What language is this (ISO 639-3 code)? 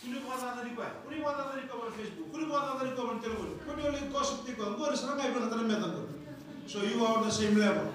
fij